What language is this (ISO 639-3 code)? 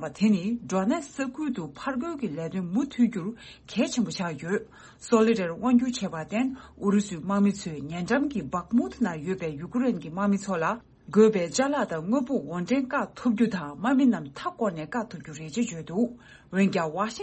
bod